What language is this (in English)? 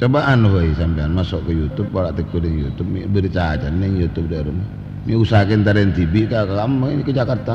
Madurese